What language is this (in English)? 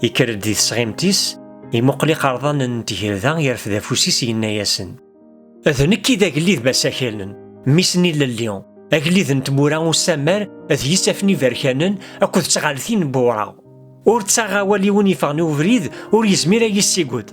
Kabyle